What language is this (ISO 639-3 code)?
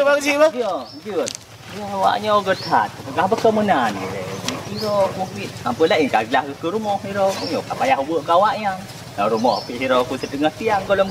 ace